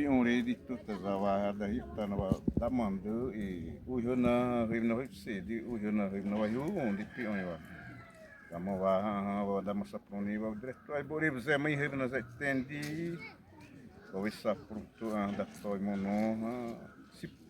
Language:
Xavánte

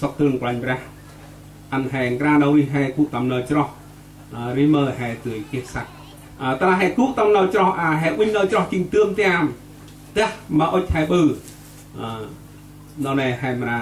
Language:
Central Mnong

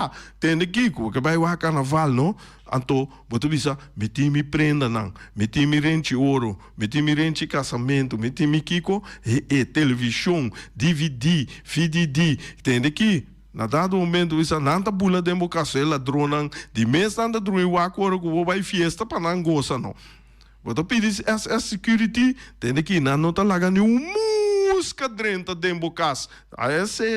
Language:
Papiamento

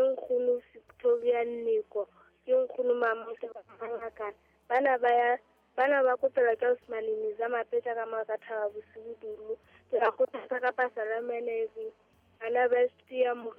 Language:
Southern Sotho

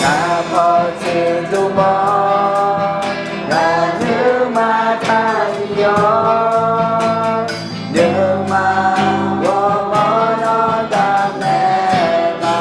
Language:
Akha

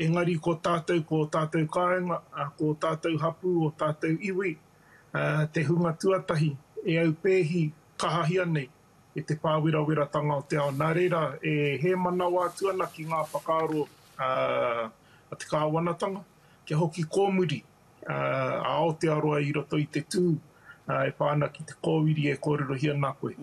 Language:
Māori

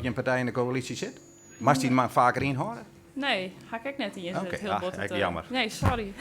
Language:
Western Frisian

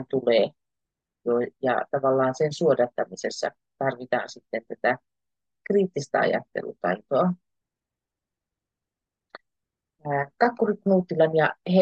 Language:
Finnish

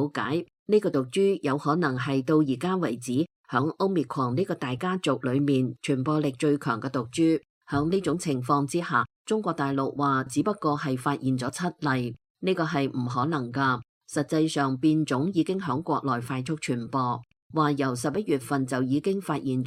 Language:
Cantonese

